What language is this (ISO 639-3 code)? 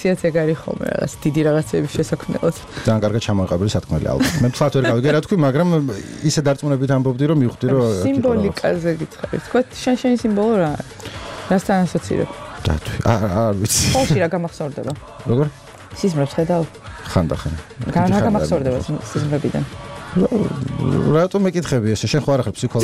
kat